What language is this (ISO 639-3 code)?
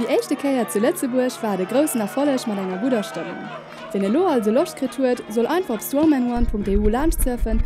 ltz